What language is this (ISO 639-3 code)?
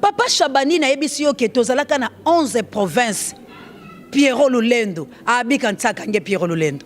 lin